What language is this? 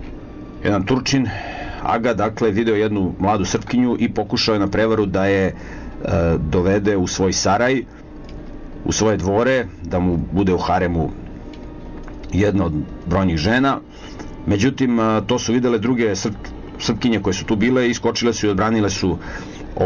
Serbian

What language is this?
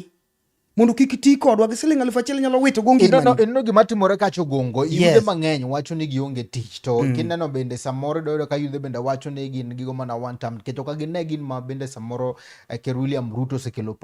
Luo (Kenya and Tanzania)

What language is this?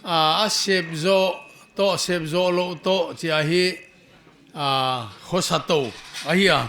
Paite Chin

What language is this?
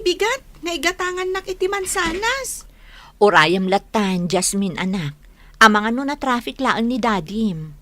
Iloko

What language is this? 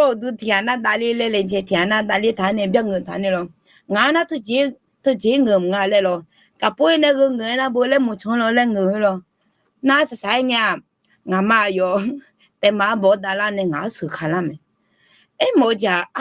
Akha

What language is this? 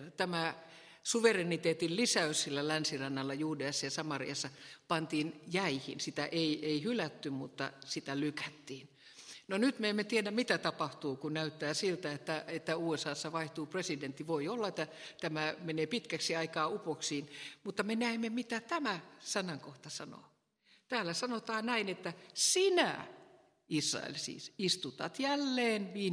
Finnish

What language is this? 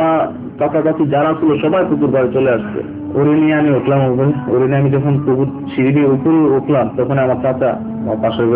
Bangla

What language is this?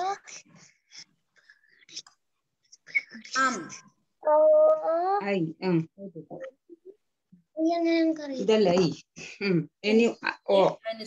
Malayalam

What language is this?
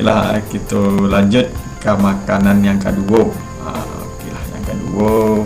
Minangkabau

